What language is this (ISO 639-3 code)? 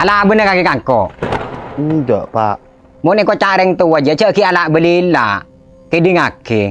mad